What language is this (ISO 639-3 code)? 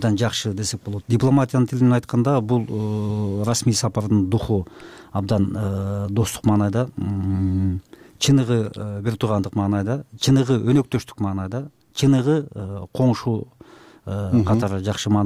kir